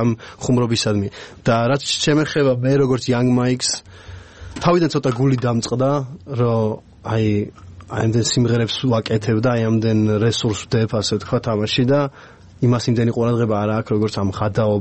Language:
Georgian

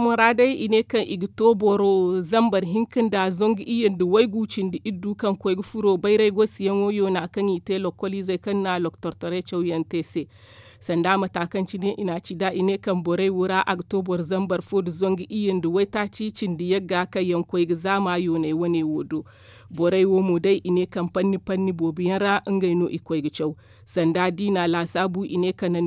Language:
Zarma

